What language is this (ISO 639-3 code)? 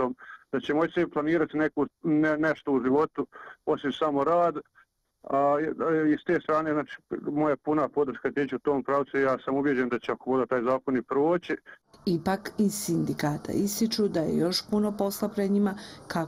bos